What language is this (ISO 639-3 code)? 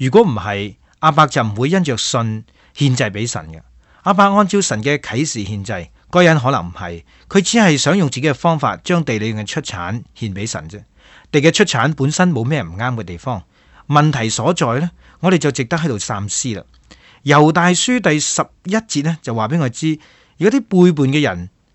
yue